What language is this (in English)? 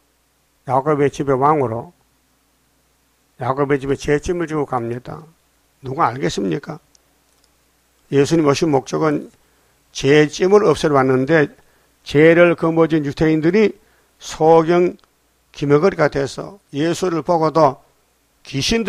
Korean